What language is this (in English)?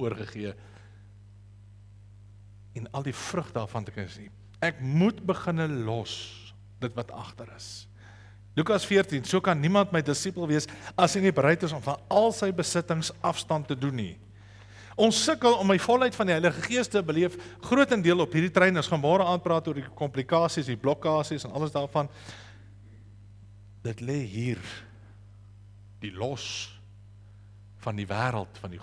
Afrikaans